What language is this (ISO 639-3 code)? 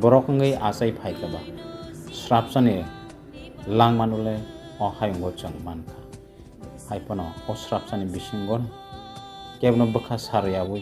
trp